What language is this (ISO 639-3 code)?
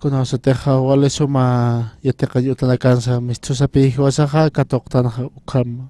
aym